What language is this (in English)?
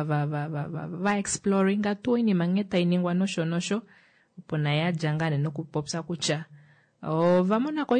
Kuanyama